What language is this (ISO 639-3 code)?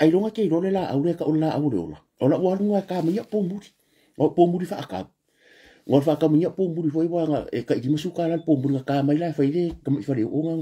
smo